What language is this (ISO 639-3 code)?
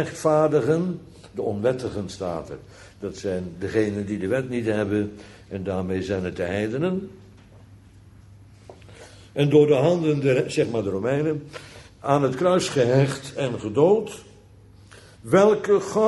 nld